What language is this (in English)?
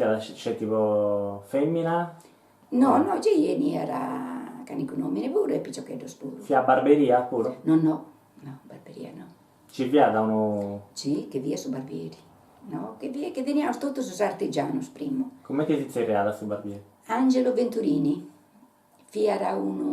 Sardinian